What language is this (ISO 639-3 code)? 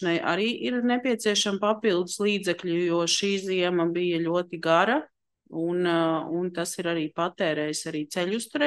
lav